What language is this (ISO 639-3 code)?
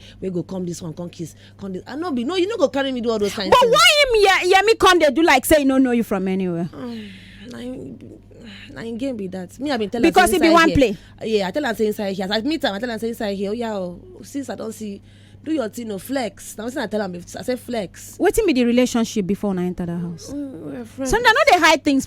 pcm